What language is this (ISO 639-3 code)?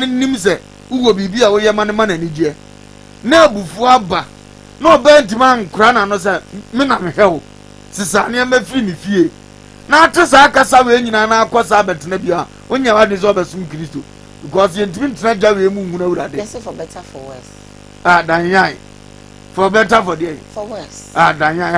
aka